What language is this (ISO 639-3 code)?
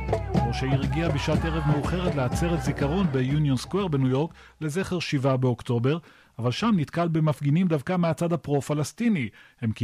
heb